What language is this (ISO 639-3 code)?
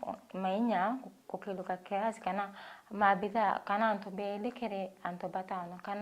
mer